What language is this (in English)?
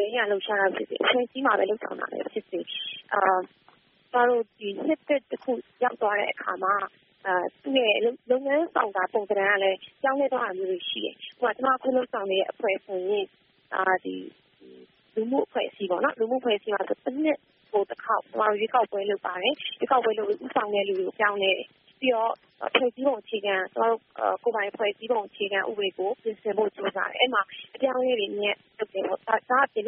Burmese